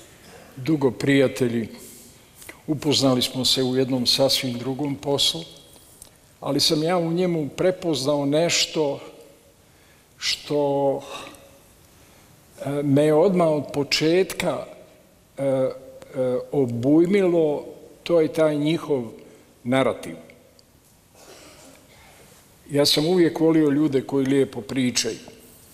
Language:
Bosnian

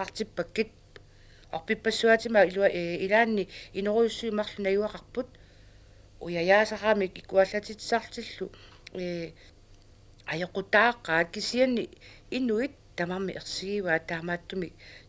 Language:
Kalaallisut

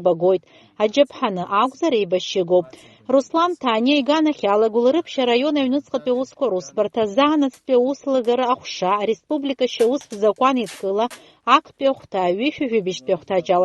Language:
Abkhazian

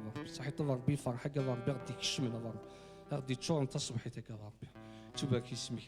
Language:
Kabyle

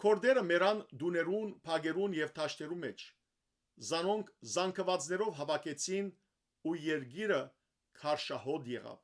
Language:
Western Armenian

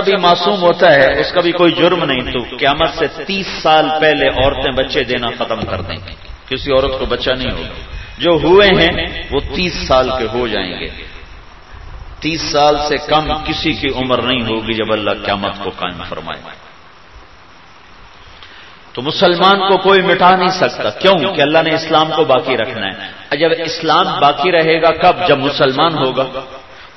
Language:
Urdu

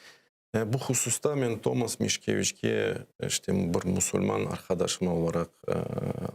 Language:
Crimean Tatar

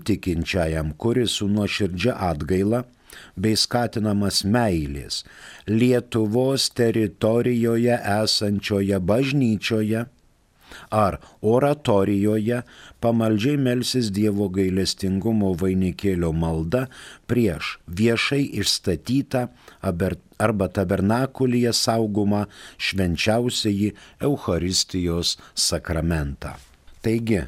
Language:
Lithuanian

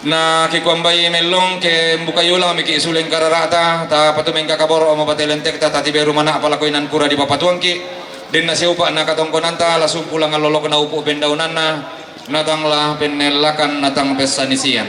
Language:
Toraja-Sa'dan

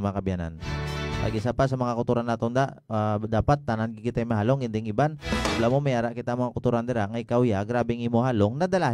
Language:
Hiligaynon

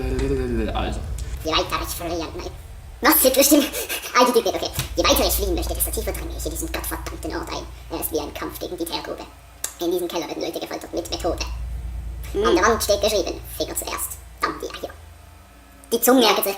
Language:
Swiss German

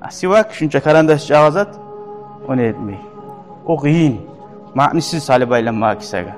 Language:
Kumyk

